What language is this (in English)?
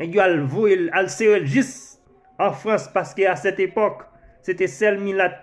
Haitian Creole